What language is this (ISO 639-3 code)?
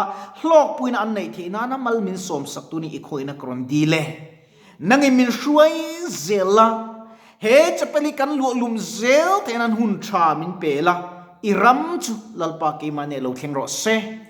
lus